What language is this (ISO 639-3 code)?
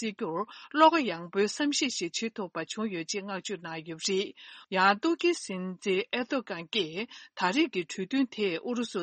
bod